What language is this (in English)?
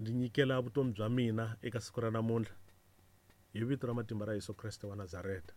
Tsonga